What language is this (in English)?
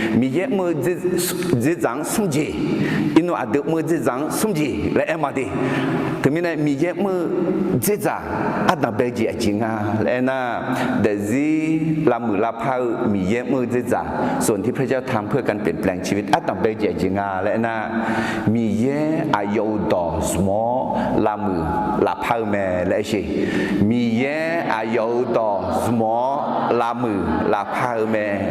Akha